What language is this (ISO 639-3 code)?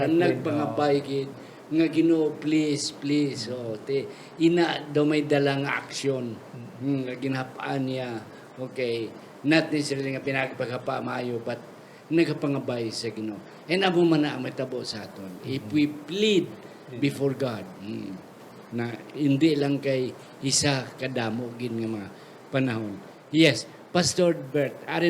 hil